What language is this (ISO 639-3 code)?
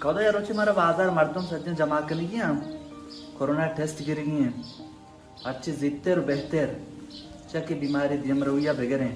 bal